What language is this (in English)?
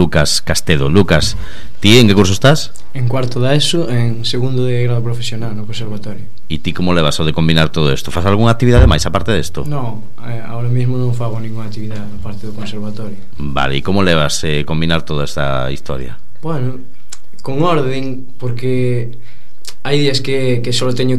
Galician